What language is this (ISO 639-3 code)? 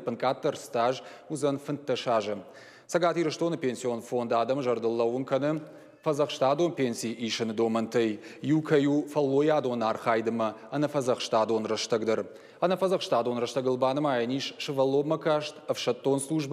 oss